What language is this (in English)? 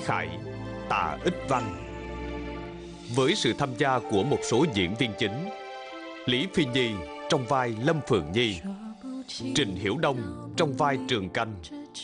Vietnamese